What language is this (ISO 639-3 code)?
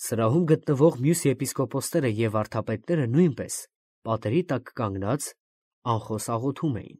hye